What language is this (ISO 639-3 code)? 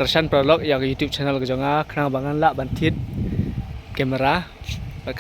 kha